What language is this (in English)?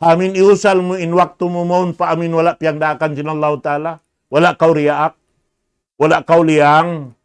Tausug